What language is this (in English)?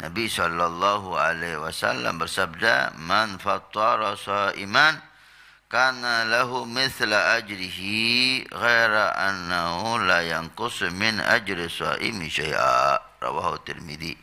Banjar